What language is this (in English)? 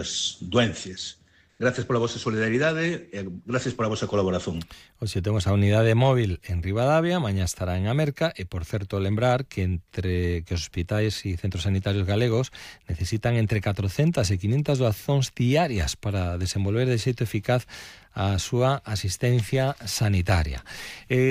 Galician